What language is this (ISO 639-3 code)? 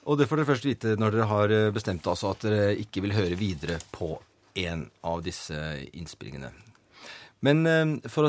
nor